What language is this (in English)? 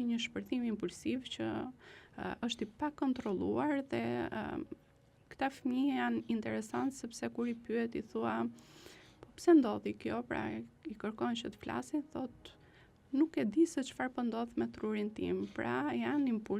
Albanian